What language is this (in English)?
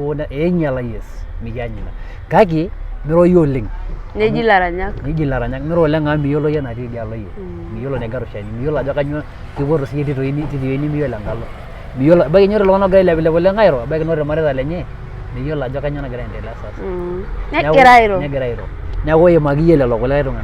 Masai